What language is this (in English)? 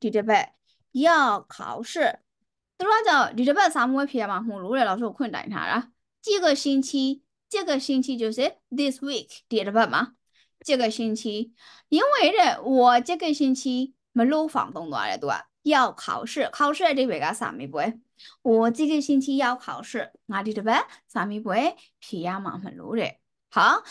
Chinese